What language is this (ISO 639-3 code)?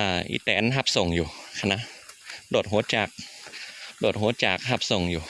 shn